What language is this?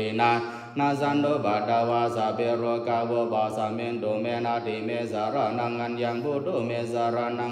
Pali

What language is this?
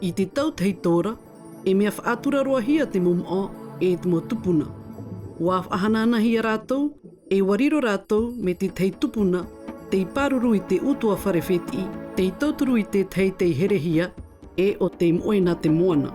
Tahitian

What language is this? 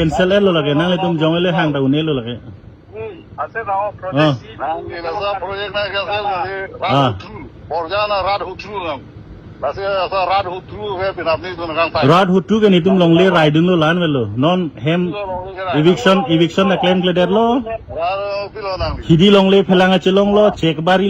Karbi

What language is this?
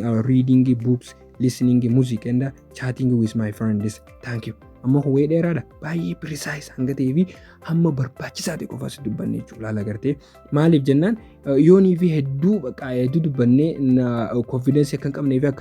Oromo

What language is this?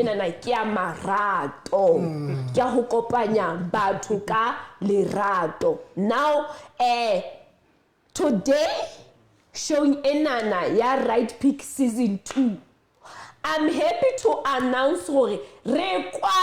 Southern Sotho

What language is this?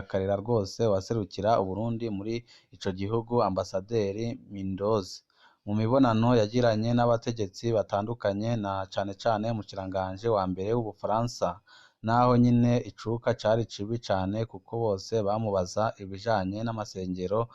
Rundi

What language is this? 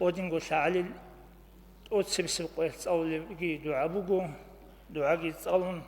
Avaric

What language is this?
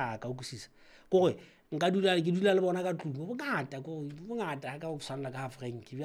Southern Sotho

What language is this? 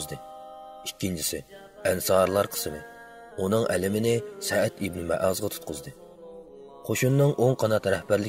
Uyghur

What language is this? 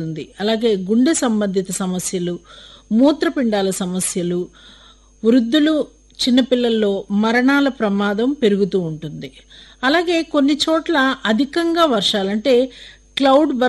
Telugu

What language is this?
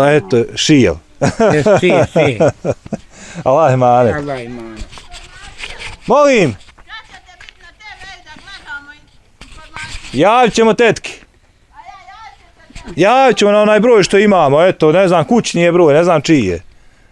Bosnian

